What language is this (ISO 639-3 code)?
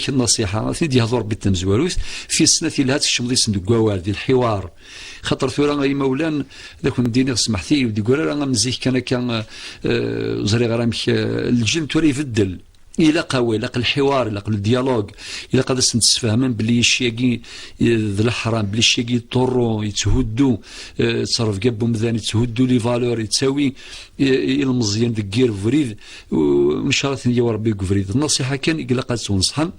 kab